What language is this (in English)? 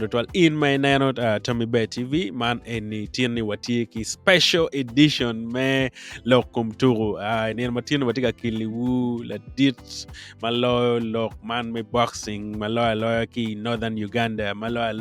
Acoli